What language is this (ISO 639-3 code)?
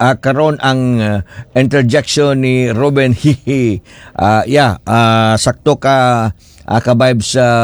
ceb